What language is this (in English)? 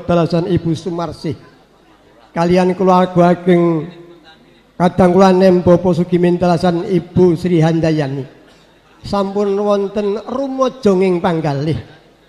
Javanese